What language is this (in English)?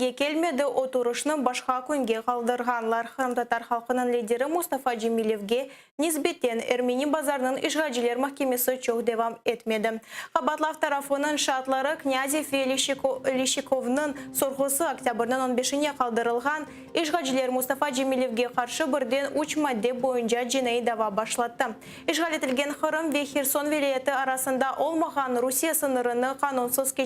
Crimean Tatar